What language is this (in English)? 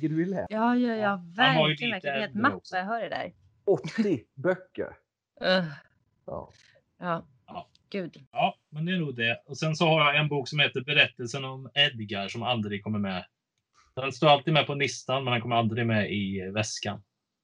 Swedish